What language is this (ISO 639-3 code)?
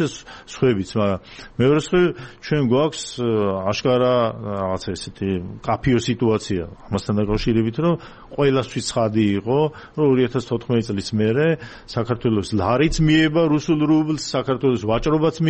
kat